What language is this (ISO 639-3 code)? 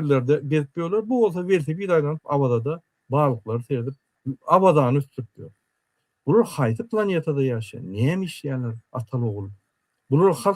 tuk